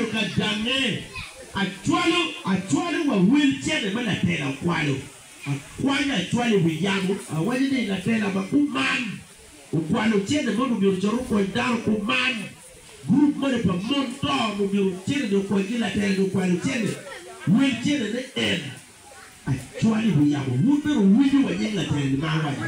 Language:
Acoli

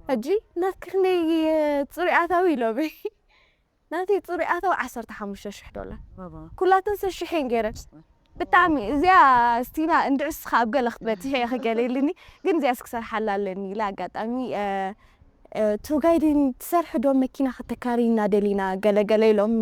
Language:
Tigrinya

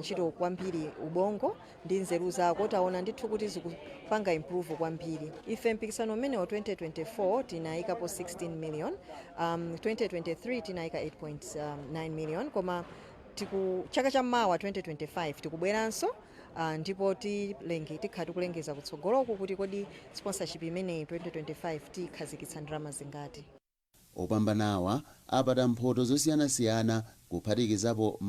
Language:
Nyanja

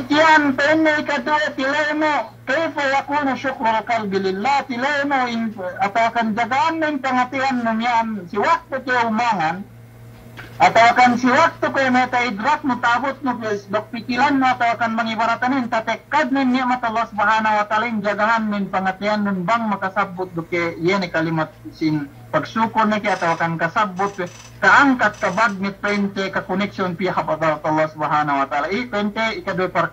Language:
Yakan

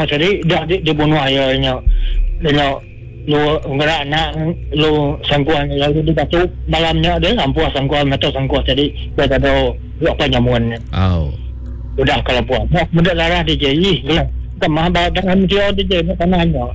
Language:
Malay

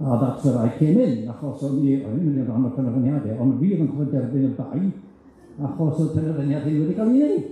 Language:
Welsh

